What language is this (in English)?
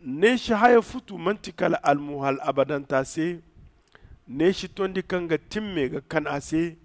Zarma